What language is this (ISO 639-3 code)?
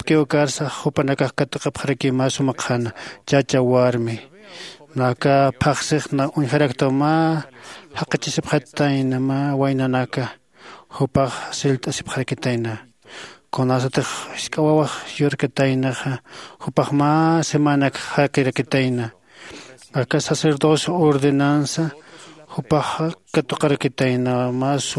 aym